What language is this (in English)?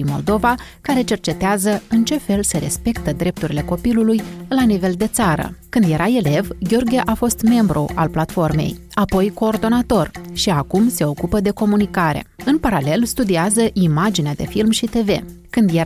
Romanian